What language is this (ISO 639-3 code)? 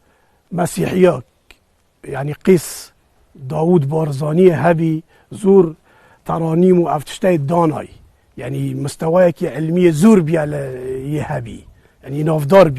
kur